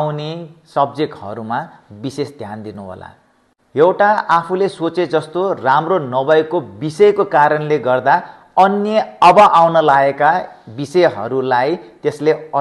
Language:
Nepali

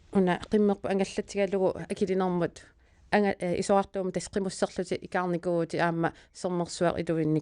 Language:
Kalaallisut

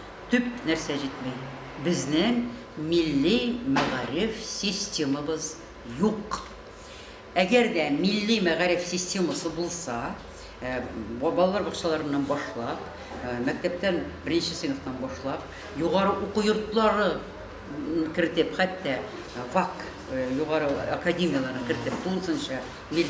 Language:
Tatar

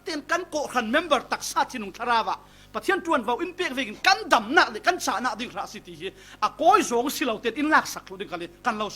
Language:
Falam Chin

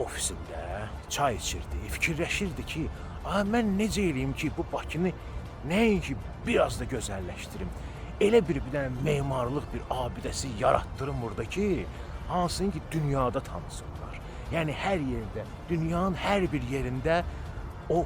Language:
Azerbaijani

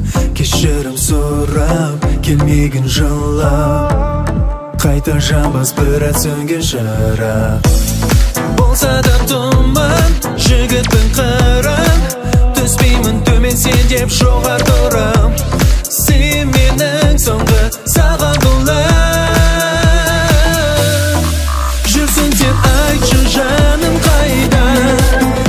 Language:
Kazakh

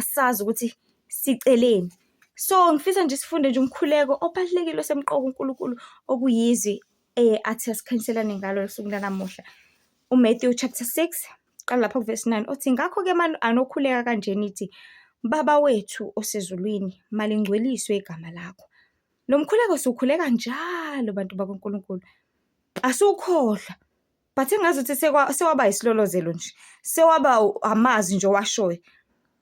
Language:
Zulu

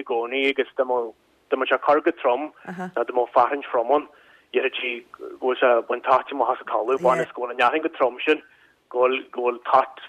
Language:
Irish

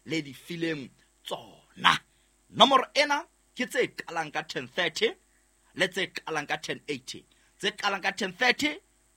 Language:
Southern Sotho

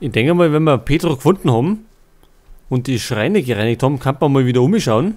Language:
Bavarian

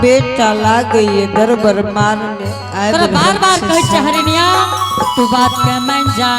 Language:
Angika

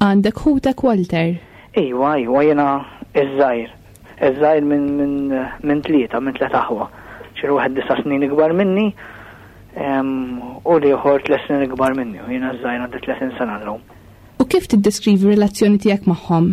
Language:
Maltese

